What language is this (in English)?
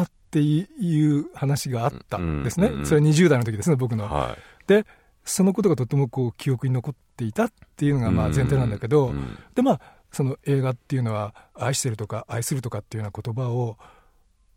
Japanese